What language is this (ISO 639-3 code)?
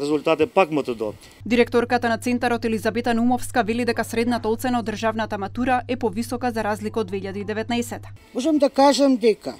mkd